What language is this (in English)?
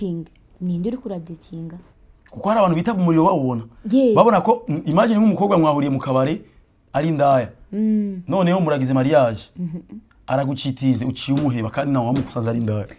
Rundi